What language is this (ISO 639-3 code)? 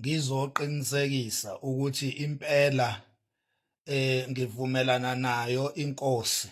zul